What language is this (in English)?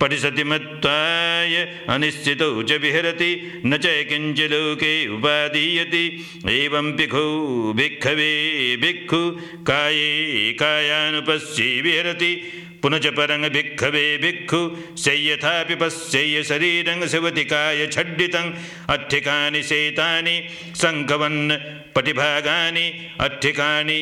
Pali